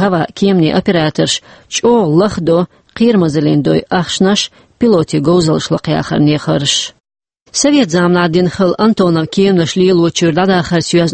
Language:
Chechen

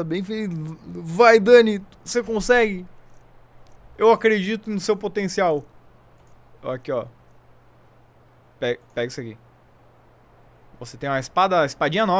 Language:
Portuguese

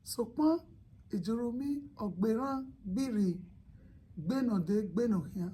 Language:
Bini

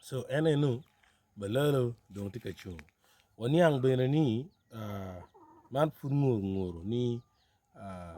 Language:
Acoli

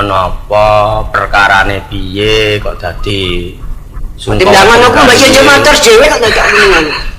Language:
Javanese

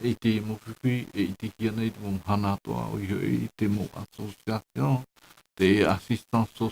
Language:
Tahitian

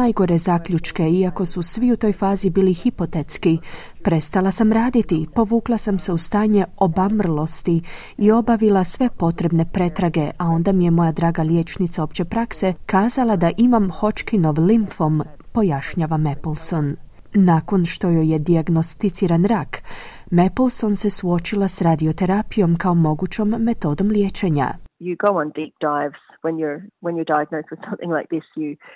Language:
Croatian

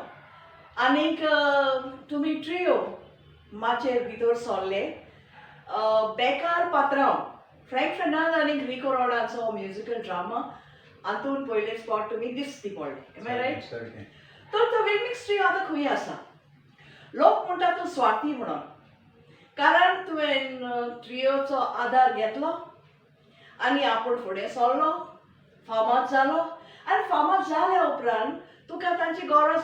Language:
Konkani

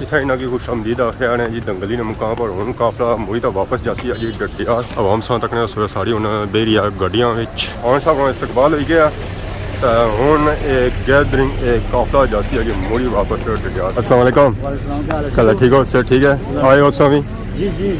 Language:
Pahari-Potwari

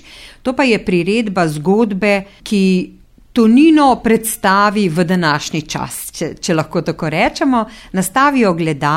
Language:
Slovenian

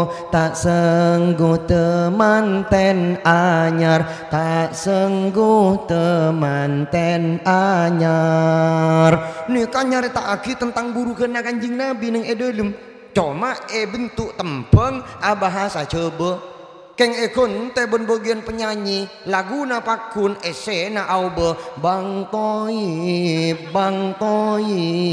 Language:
Madurese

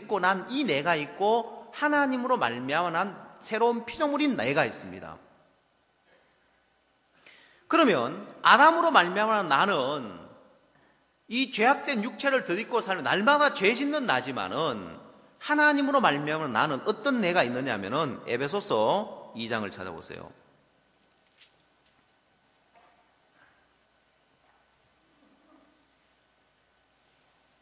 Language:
Korean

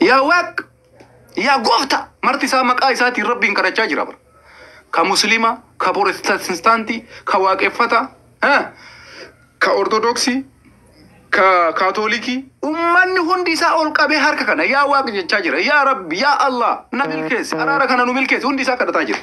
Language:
Oromo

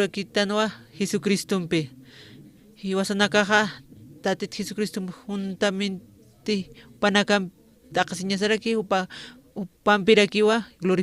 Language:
Aymara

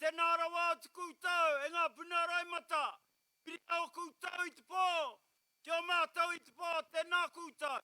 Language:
Māori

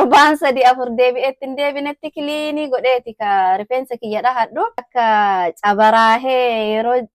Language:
Oromo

